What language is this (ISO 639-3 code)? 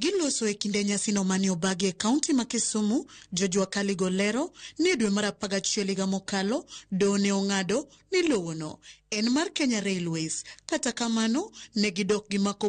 luo